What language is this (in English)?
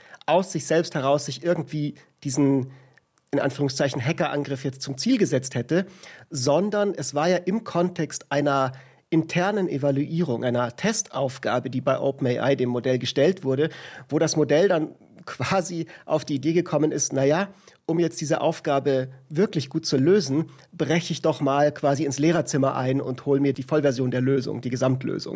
German